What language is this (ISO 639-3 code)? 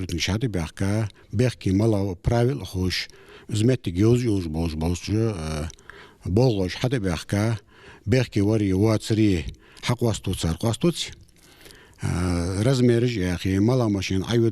inh